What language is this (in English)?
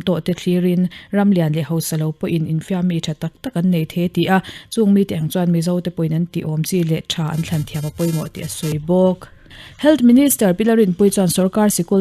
Mizo